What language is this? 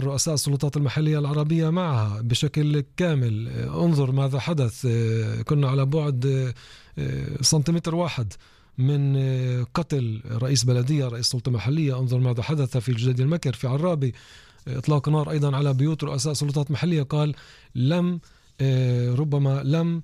North Levantine Arabic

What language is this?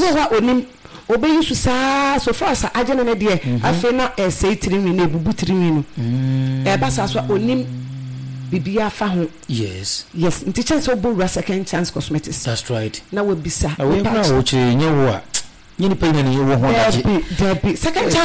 Akan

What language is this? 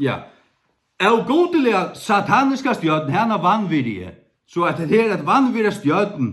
Faroese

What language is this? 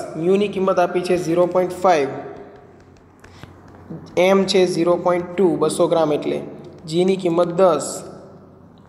Gujarati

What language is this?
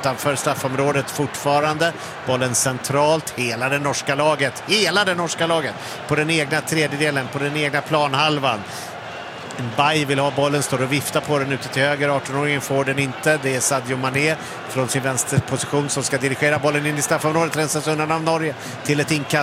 Swedish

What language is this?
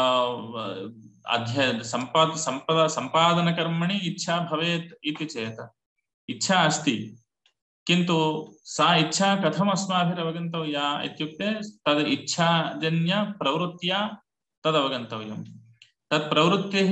Sanskrit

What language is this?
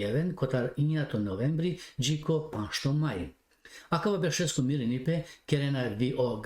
Balkan Romani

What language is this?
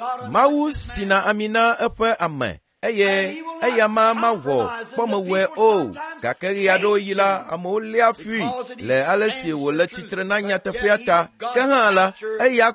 Ewe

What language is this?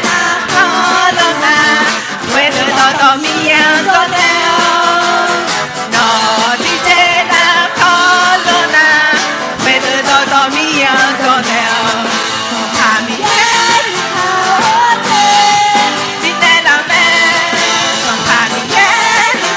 Akha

